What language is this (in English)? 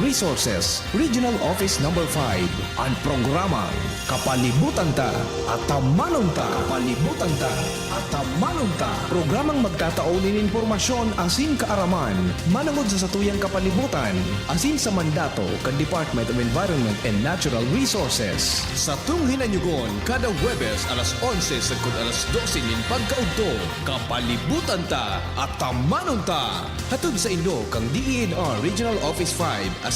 Bikol